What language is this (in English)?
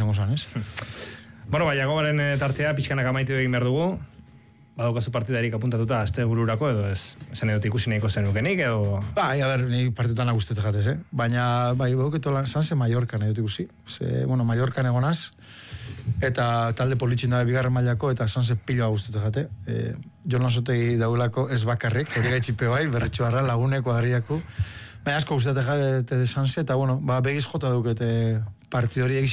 Basque